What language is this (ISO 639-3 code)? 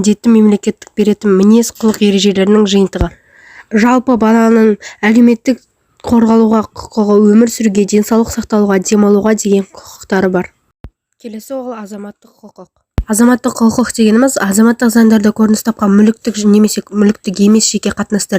kaz